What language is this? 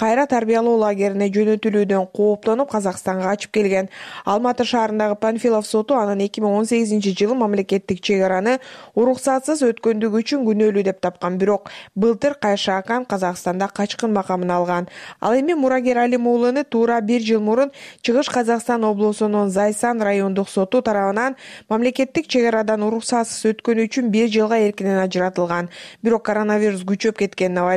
Kyrgyz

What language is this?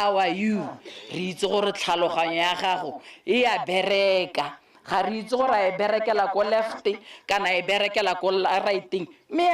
Tswana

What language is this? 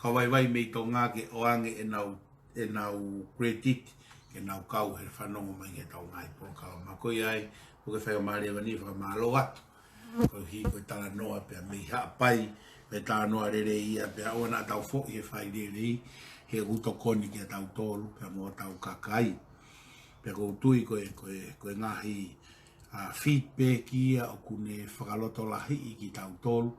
Tongan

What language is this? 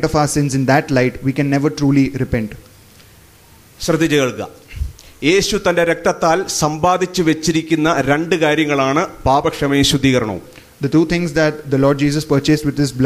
Malayalam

